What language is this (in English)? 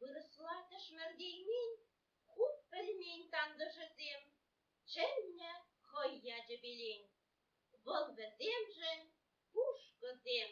Chuvash